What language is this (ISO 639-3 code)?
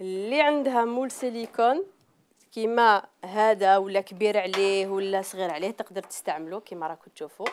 arq